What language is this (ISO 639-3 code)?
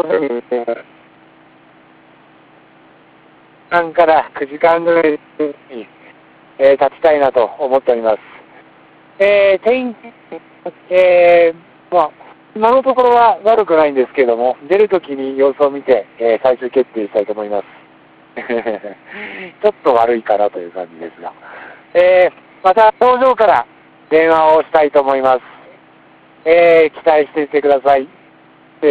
jpn